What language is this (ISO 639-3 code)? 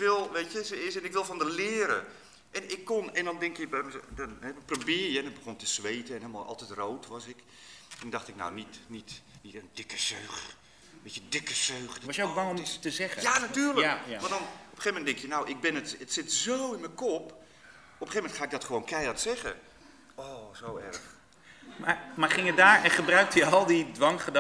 nld